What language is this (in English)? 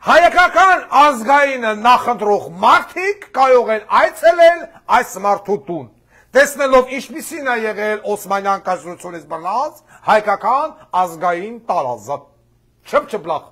Armenian